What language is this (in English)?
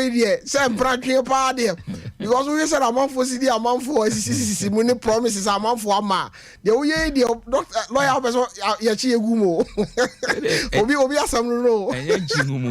Akan